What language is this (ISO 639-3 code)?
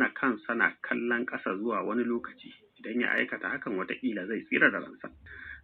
hau